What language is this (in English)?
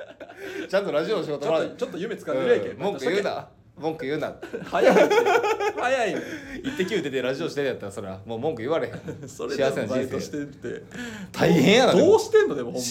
Japanese